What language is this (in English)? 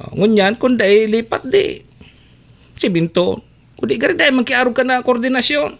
Bikol